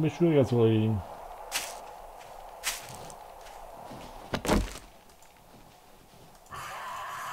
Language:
German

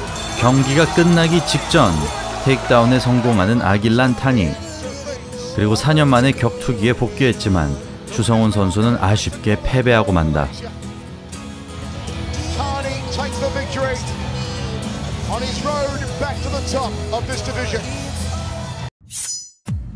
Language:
Korean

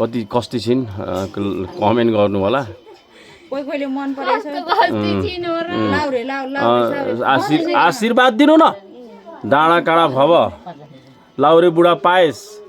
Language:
Nepali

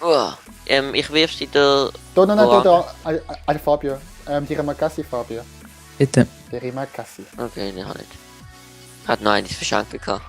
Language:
Swiss German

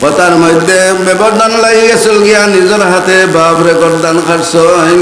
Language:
Sylheti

